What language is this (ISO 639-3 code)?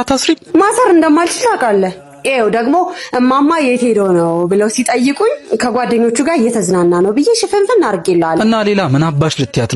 amh